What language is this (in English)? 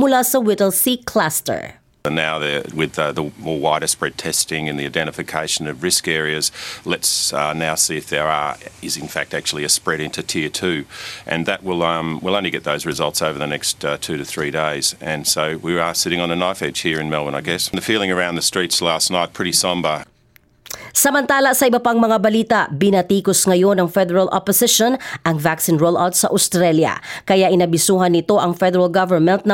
Filipino